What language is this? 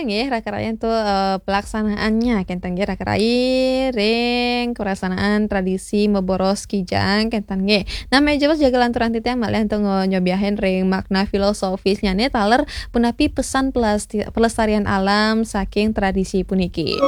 Balinese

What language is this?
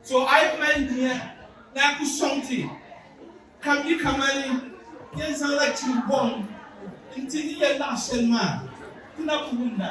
Dagbani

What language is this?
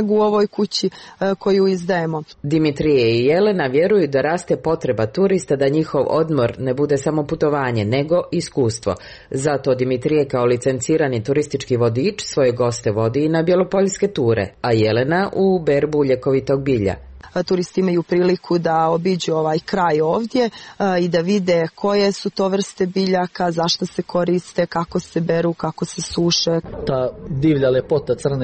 Croatian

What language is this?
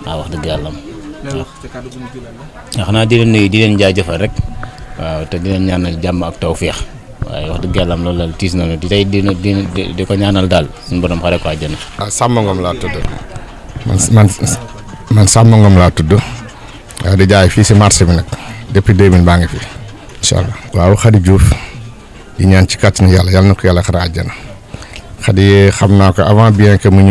Wolof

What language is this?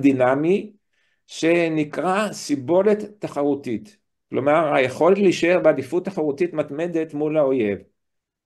Hebrew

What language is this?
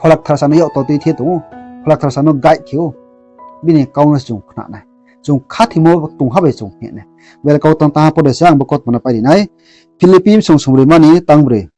Riang (India)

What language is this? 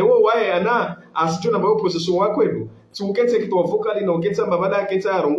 Ngazidja Comorian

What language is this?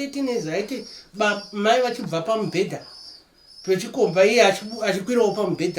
Shona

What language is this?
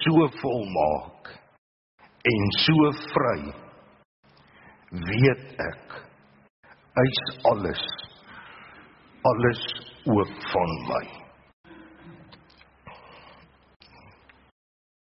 Afrikaans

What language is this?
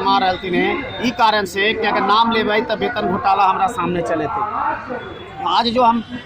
Magahi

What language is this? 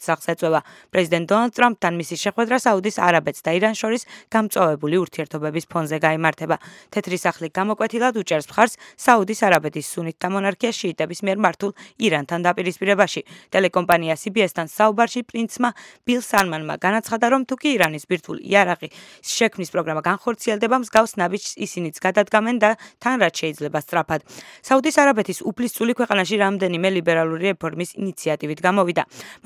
Georgian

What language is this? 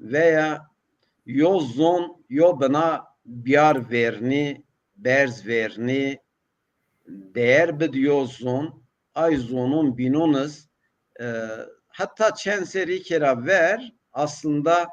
Zaza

